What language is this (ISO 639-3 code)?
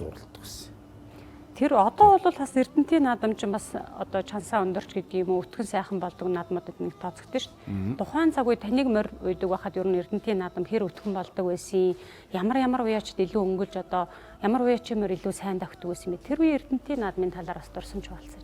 mon